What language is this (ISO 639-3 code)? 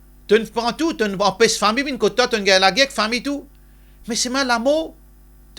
mfe